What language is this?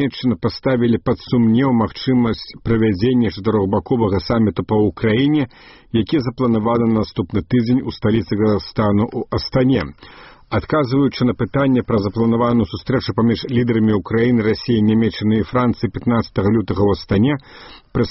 Belarusian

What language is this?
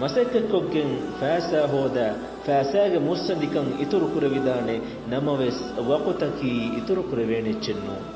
Divehi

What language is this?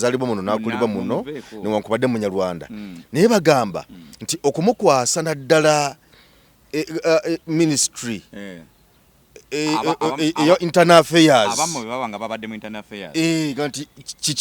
Ganda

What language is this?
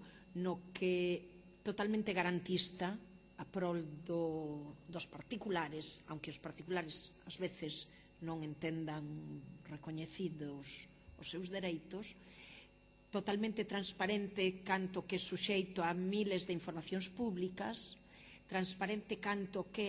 Galician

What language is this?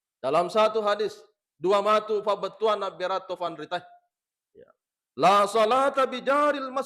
Buginese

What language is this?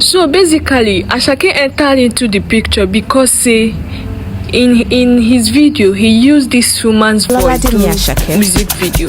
Nigerian Pidgin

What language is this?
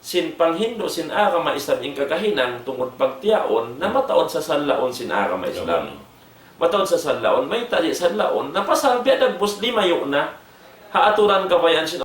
Tausug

